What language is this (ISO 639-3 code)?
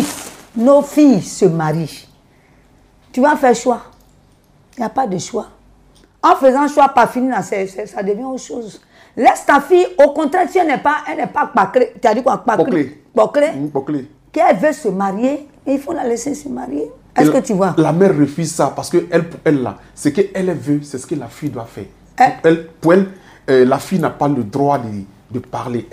fra